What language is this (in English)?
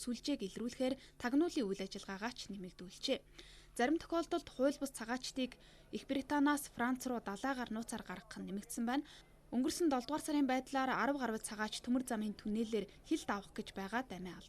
Mongolian